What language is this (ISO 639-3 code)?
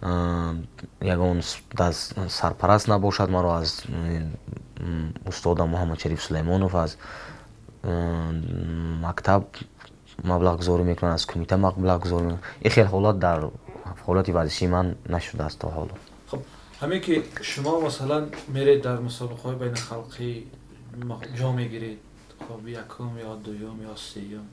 tgk